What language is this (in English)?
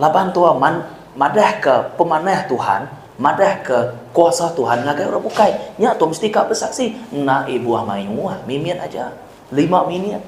Iban